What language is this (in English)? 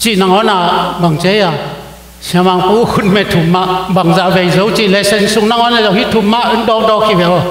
Tedim Chin